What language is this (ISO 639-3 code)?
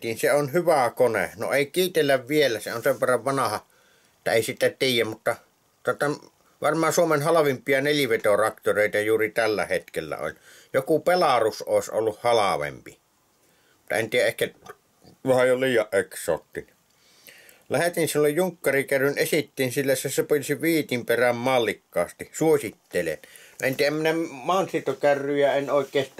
fin